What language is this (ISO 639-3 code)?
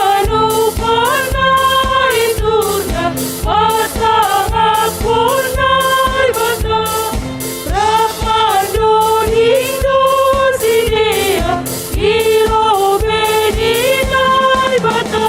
bts